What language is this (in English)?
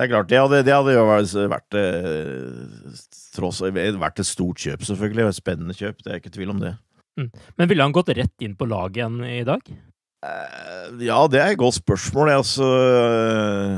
Norwegian